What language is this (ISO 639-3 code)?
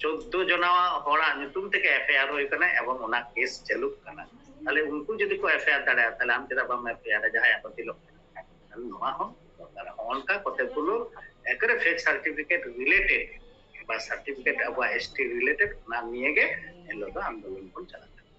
sat